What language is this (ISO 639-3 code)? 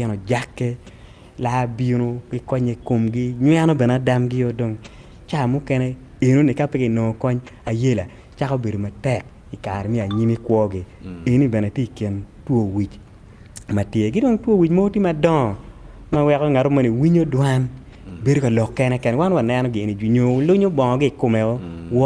ach